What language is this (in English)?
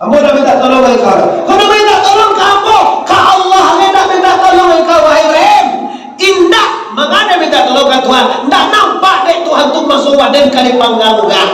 Minangkabau